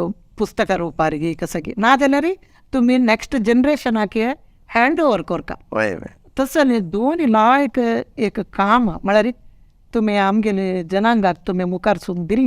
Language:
Konkani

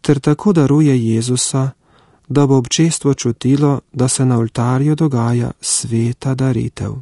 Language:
Slovenian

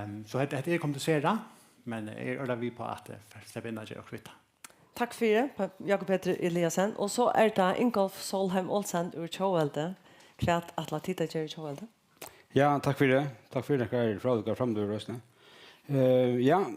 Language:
Faroese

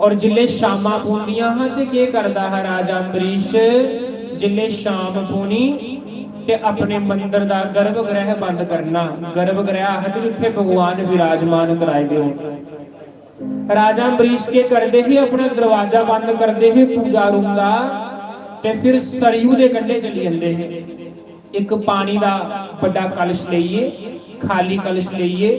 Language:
Dogri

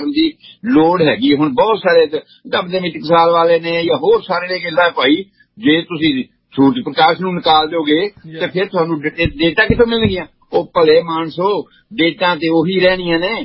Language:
Punjabi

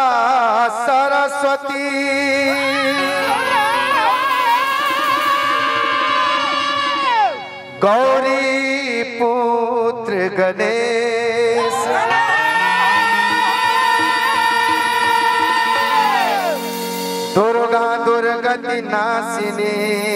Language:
Bhojpuri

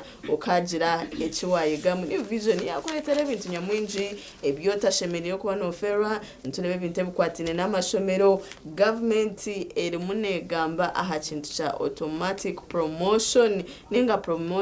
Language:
Nyankole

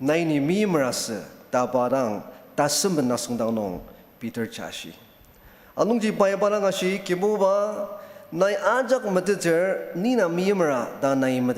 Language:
Ao Naga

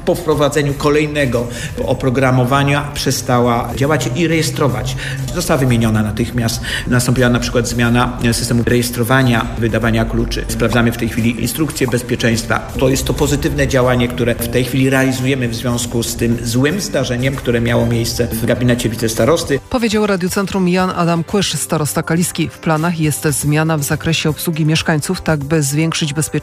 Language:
Polish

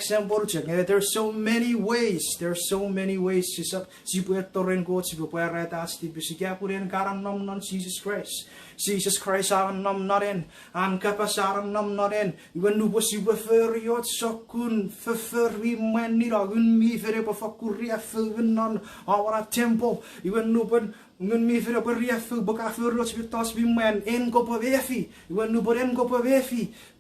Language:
Chuukese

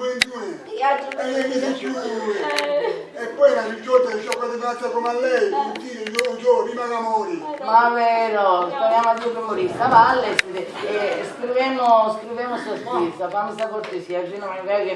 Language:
Sicilian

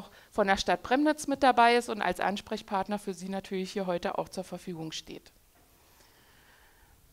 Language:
German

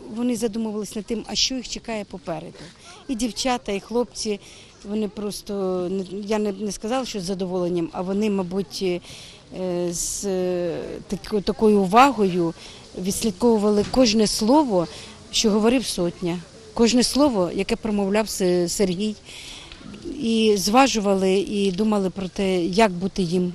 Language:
Ukrainian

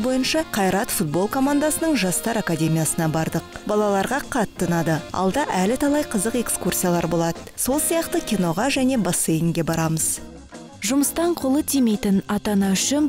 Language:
Kazakh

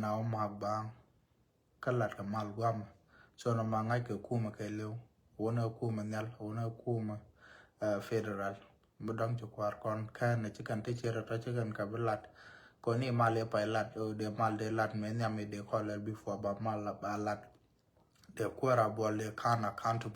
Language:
Nuer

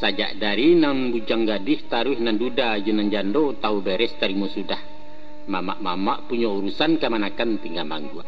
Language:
Minangkabau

